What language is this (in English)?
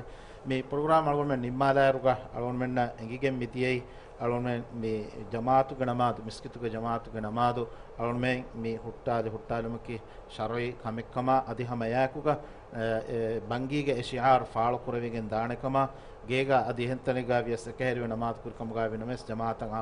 Divehi